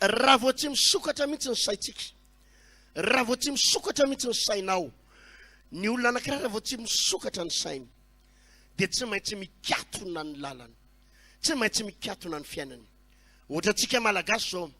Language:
Malagasy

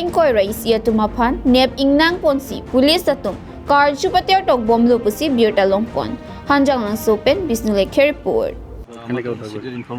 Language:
Karbi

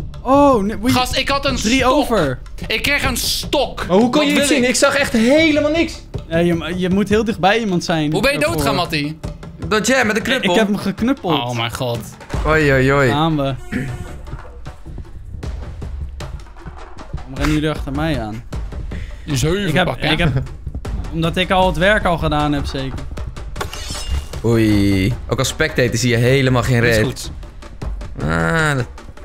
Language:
Dutch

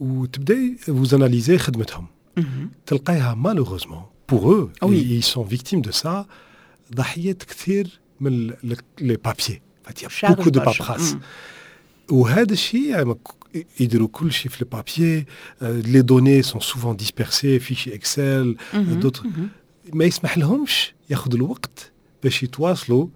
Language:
Tunisian Arabic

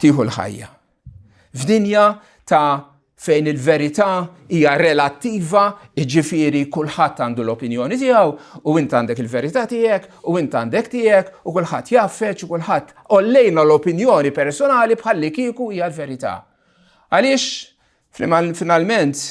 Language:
Maltese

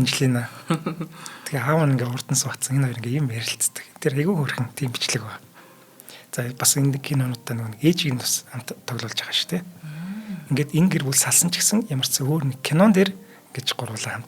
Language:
Mongolian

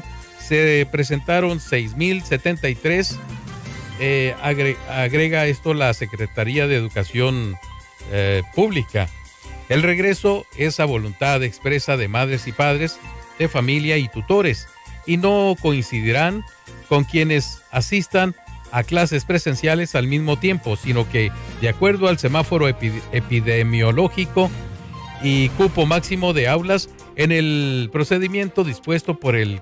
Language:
Spanish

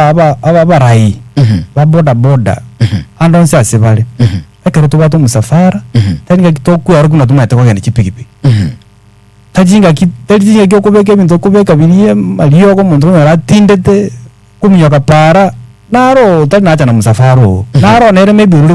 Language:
Gusii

